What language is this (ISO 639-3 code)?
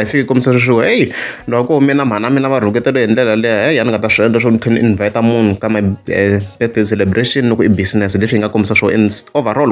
tso